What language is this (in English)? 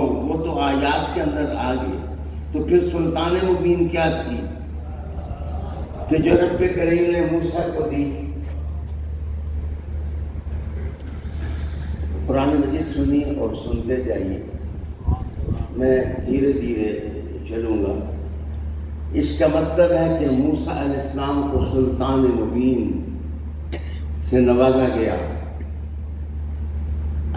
Urdu